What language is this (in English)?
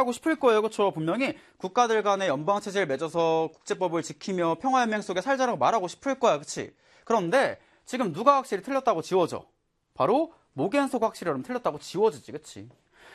Korean